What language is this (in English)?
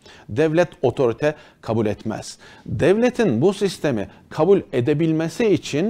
Turkish